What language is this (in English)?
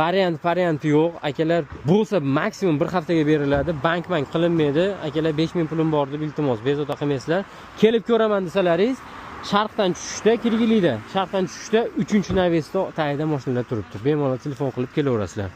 Uzbek